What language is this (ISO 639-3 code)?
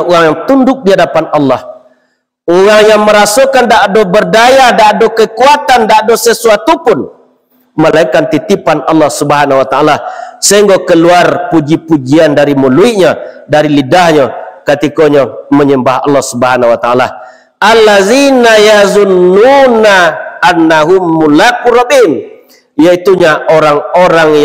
min